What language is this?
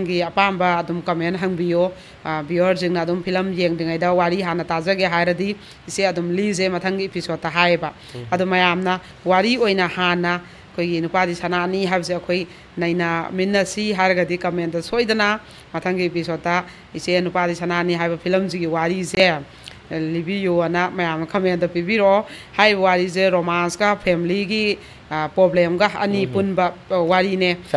Manipuri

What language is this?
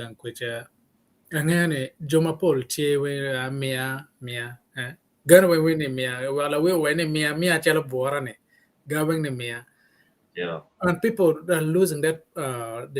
Acoli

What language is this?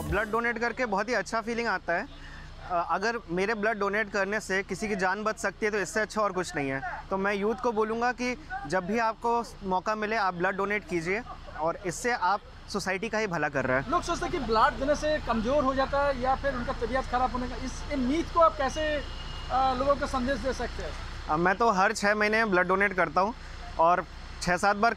Hindi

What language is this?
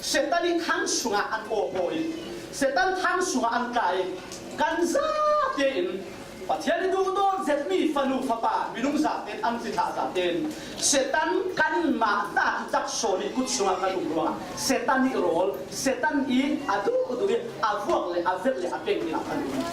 Falam Chin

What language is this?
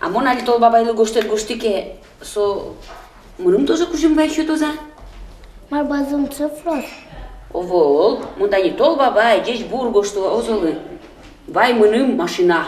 Udmurt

